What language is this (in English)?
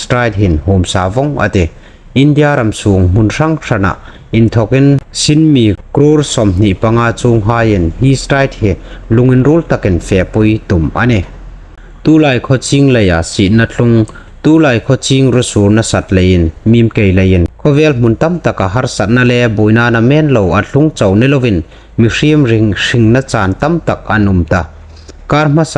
Hmar